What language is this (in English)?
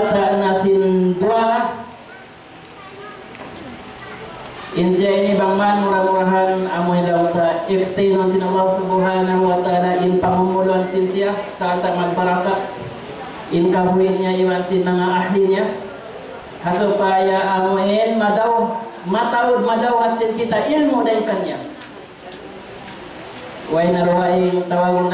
Tausug